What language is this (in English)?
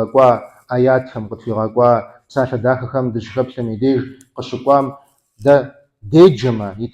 Kabardian